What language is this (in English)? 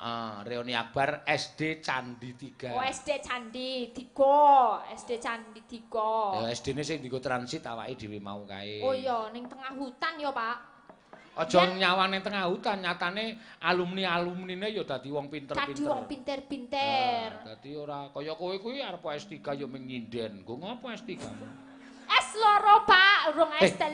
Javanese